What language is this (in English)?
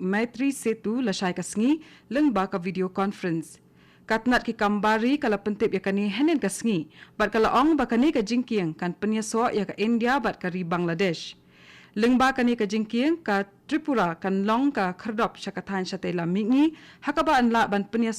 Khasi